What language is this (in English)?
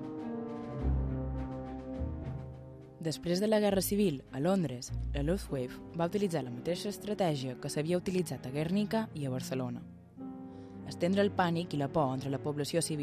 Catalan